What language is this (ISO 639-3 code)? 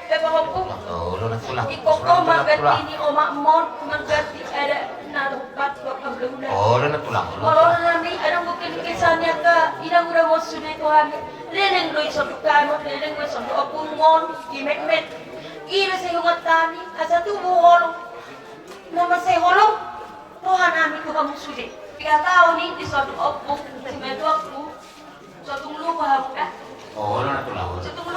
bbc